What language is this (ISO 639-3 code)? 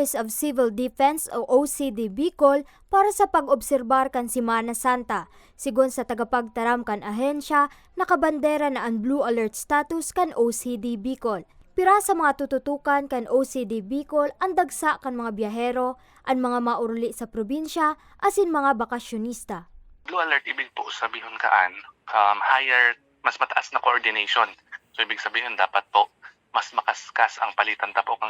bik